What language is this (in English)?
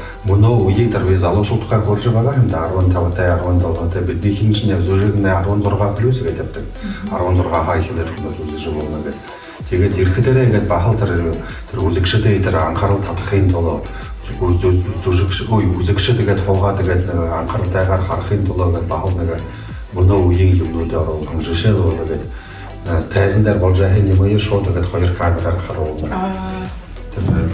Buriat